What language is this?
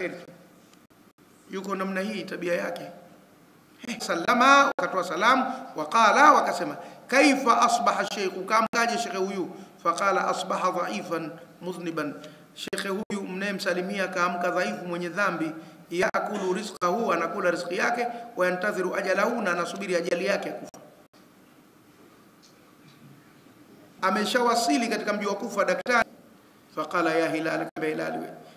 Swahili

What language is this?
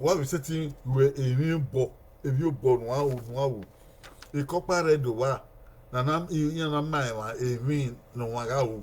Bini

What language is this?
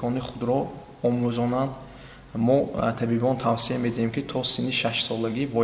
Tajik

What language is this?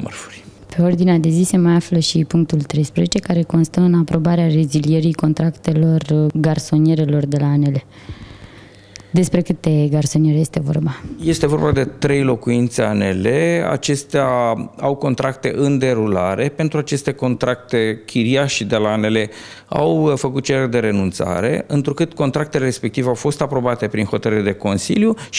Romanian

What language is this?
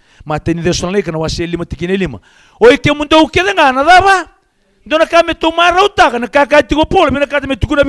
Fijian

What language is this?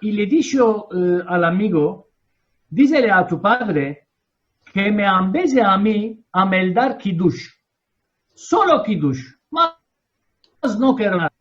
Ladino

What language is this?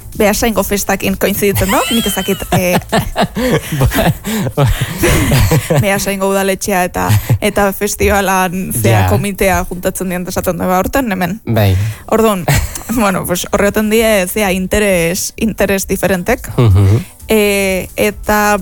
Basque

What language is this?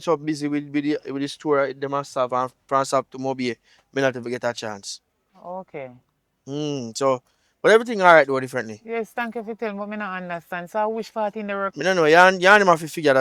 Jamaican Creole English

